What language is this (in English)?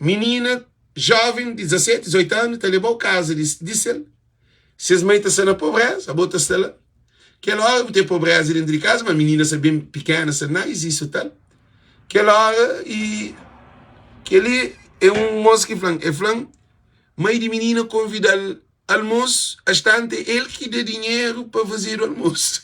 Kabuverdianu